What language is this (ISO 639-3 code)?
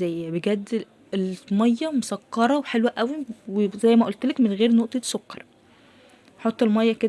arz